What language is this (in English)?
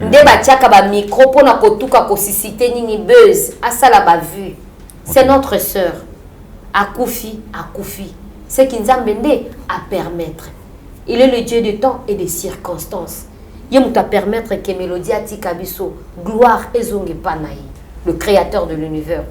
Lingala